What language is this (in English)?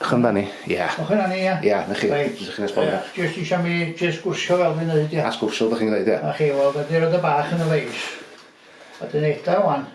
Welsh